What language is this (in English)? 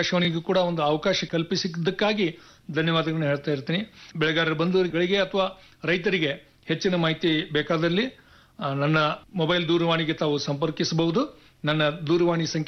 Kannada